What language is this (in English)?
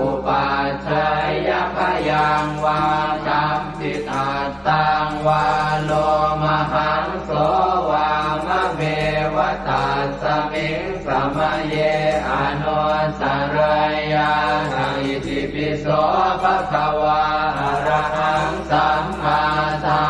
Pali